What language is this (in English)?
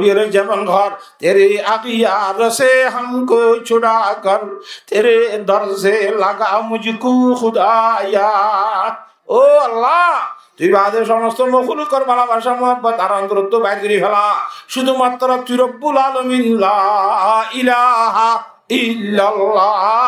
Rohingya